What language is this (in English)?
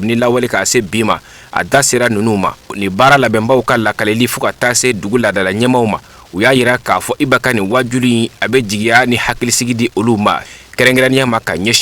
Bambara